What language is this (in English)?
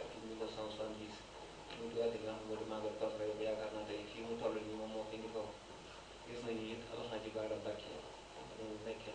Wolof